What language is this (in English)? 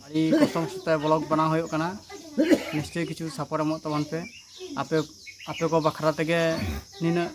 Santali